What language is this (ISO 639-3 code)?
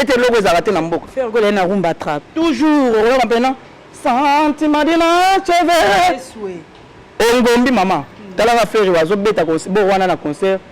lin